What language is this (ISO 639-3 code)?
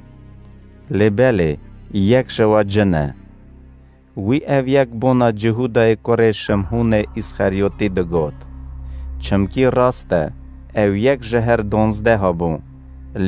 kur